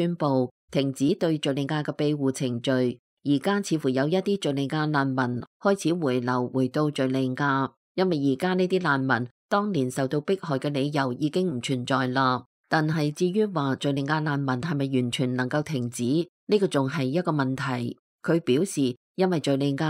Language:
Cantonese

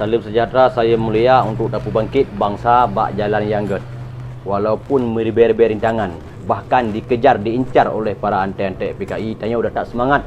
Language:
Achinese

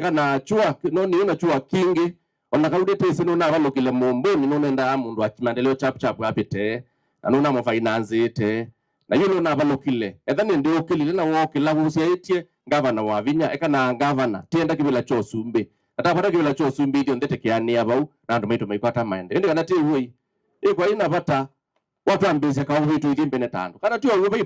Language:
Kamba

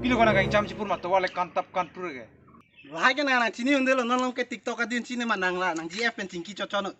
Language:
Karbi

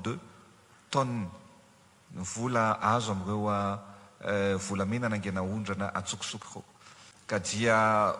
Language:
Malagasy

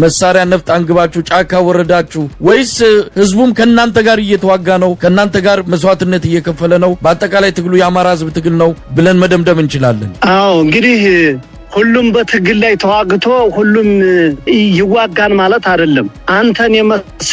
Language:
Amharic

